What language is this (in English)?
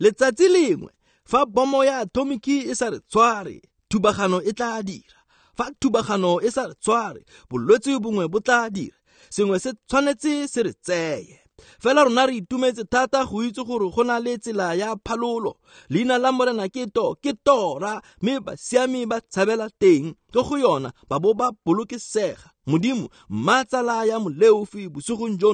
Tswana